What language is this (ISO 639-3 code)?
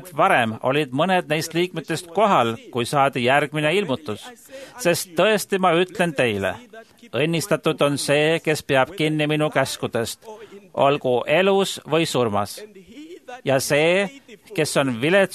est